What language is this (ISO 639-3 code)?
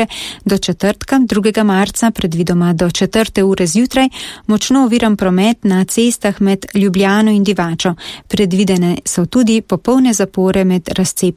slv